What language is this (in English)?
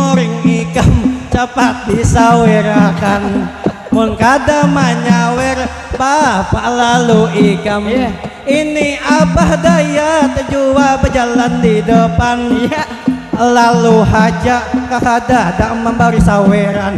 Banjar